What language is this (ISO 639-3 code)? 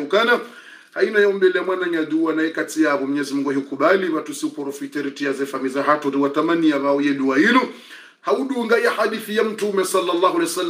swa